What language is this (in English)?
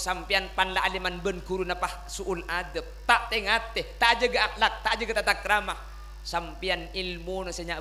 Madurese